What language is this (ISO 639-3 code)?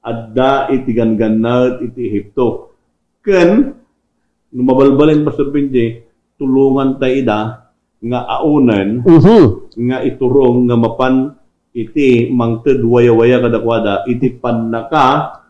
ilo